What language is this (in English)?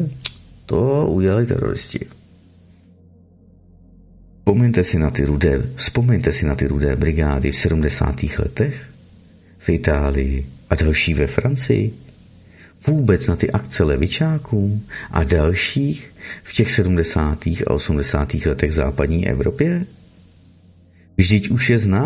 Czech